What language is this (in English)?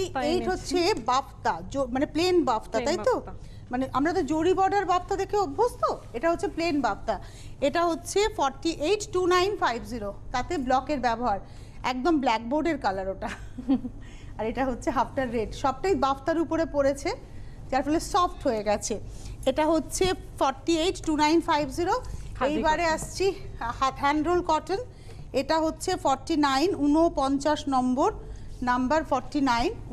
Bangla